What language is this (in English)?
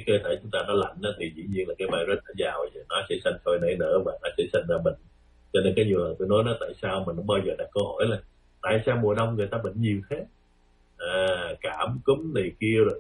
Vietnamese